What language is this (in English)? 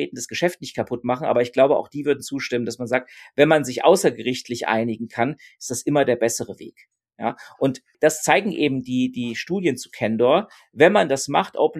German